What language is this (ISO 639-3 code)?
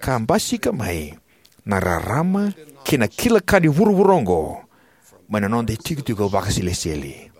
fij